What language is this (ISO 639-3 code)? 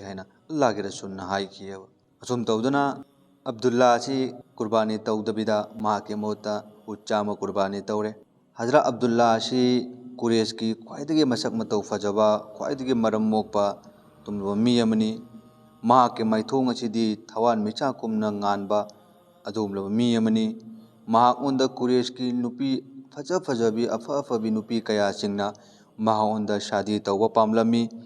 mni